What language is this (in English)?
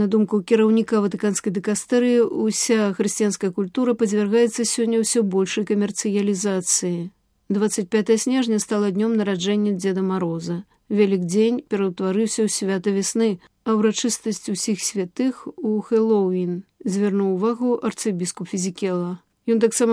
Belarusian